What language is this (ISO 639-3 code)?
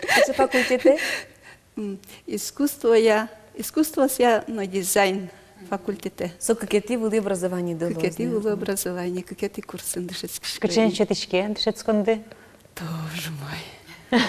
udm